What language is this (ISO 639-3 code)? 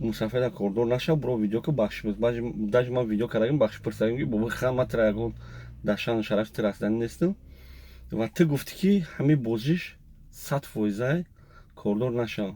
tgk